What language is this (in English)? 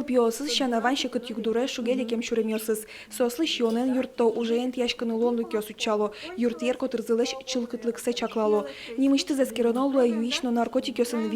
Udmurt